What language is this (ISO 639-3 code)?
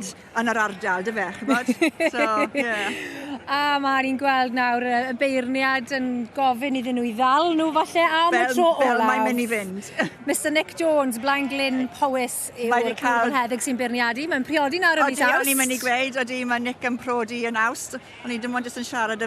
cym